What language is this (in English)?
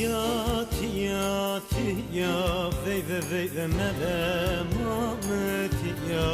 Zaza